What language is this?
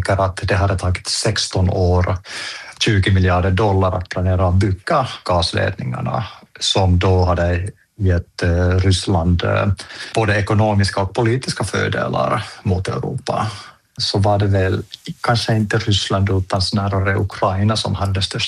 Swedish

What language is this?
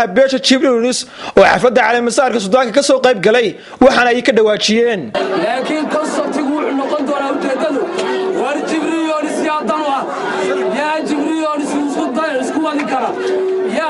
Somali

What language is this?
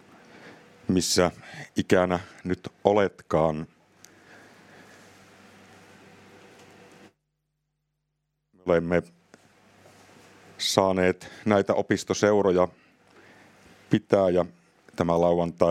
Finnish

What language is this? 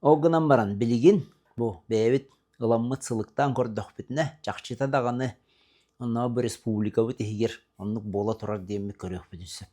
Yakut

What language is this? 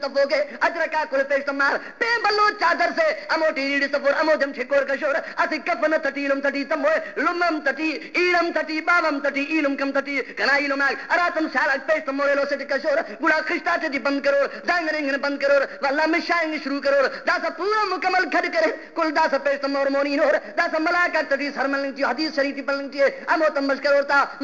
Brahui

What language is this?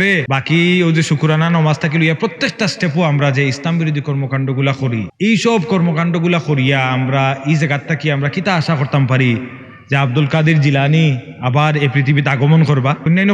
Sylheti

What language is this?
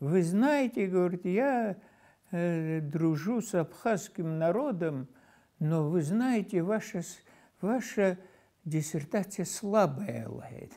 Abkhazian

